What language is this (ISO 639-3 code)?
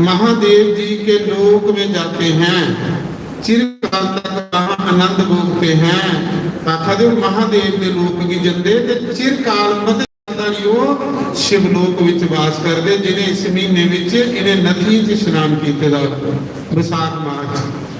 doi